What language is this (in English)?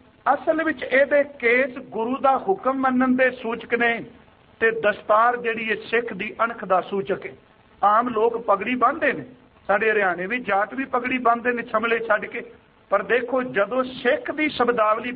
Punjabi